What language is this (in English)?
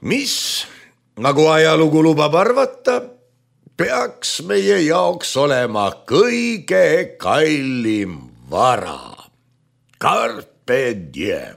Estonian